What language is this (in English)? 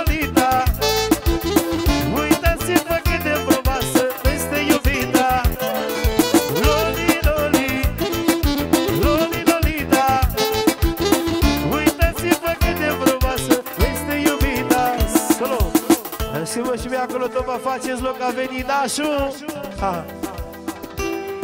Romanian